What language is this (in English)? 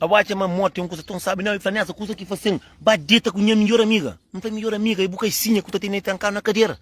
Kabuverdianu